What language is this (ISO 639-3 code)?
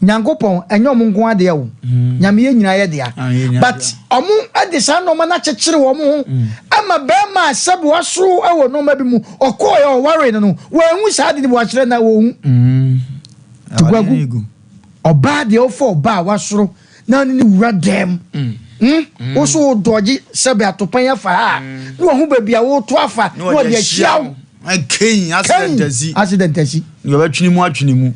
aka